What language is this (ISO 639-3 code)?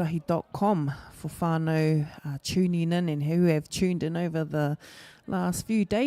mri